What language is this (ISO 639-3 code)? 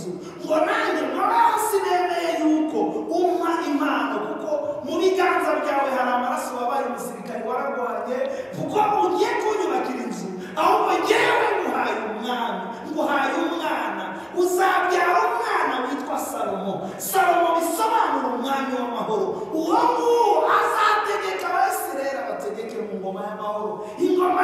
kin